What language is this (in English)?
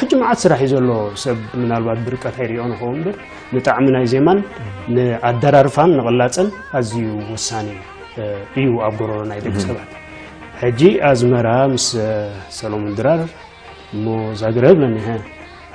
Tigrinya